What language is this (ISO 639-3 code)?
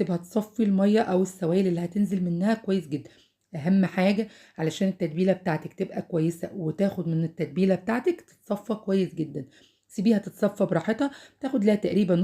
arz